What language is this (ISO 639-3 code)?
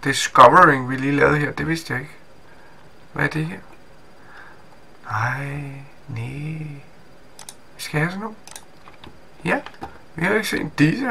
dan